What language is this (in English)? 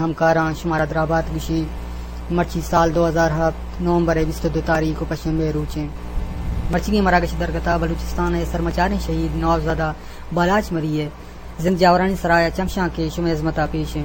Eastern Balochi